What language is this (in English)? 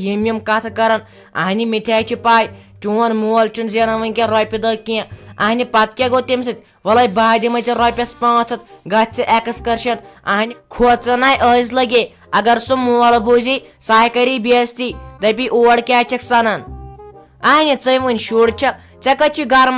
Kashmiri